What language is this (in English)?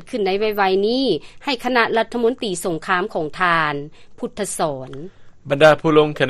Lao